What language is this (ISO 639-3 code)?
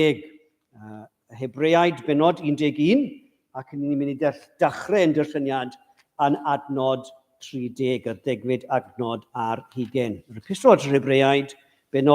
cym